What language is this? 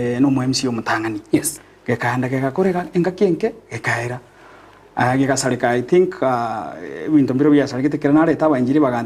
Gusii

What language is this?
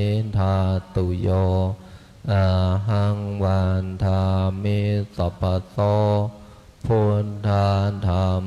Pali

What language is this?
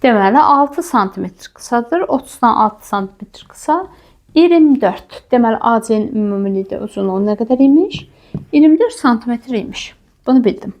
Azerbaijani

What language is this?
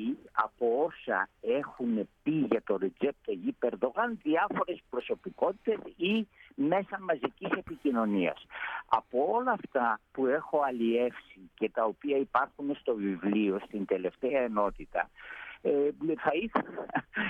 Greek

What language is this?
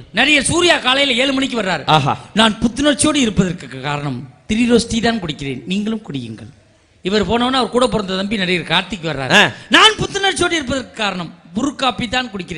Tamil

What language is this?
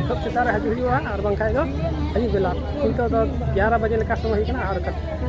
Santali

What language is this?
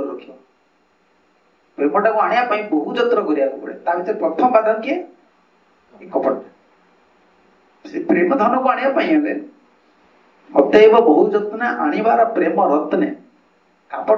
Odia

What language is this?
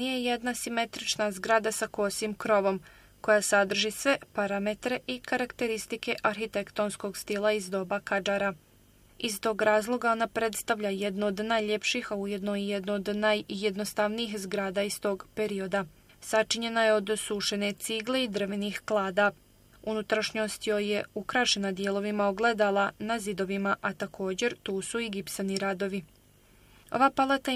Bosnian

